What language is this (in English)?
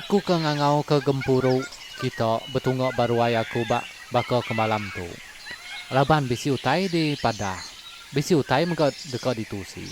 Iban